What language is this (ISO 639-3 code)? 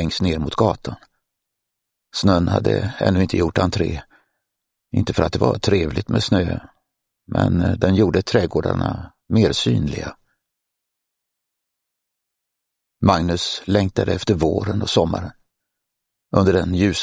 swe